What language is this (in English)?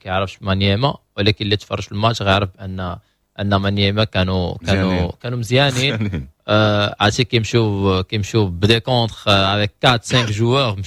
Moroccan Arabic